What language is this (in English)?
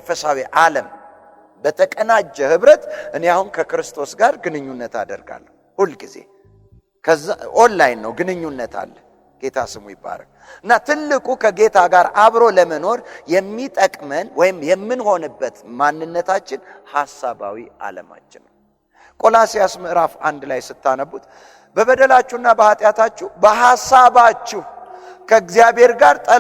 Amharic